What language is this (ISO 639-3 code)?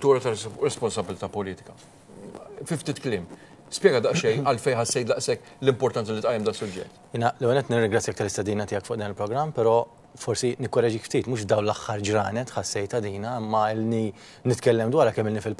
mlt